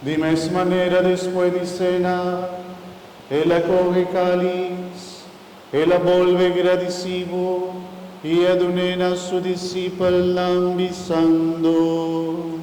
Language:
Papiamento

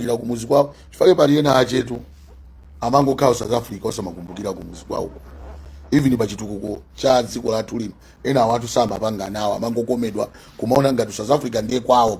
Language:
Nyanja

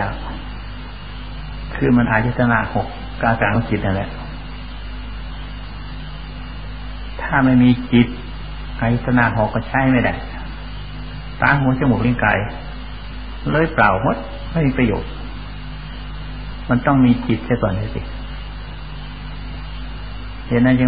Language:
Thai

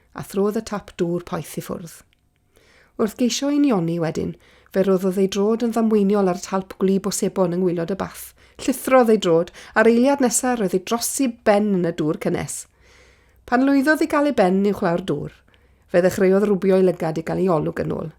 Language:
Welsh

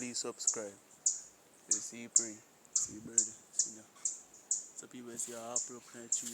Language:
Jamaican Creole English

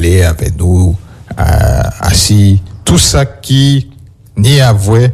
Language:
French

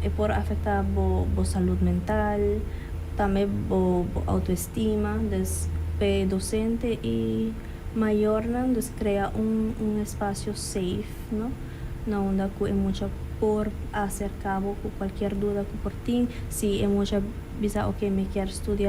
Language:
Papiamento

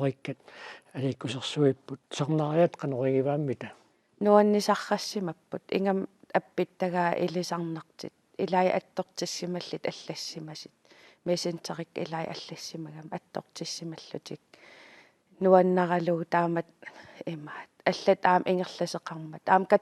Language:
Kalaallisut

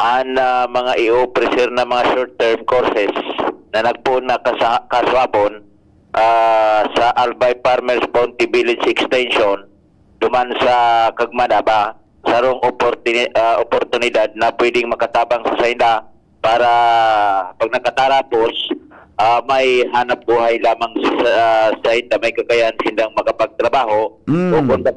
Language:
Bikol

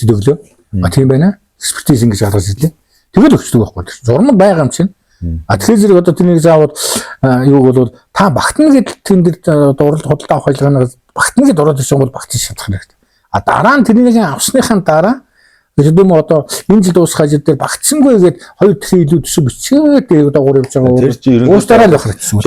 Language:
Mongolian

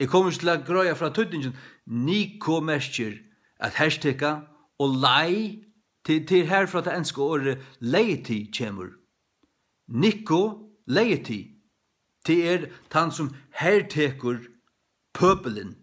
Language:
Faroese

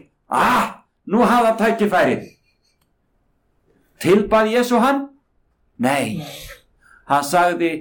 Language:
Icelandic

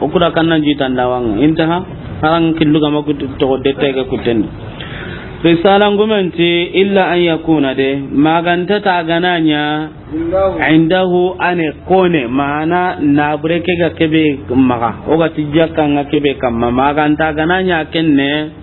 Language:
Soninke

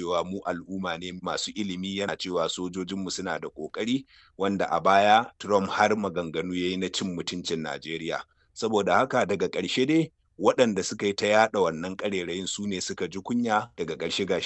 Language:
Hausa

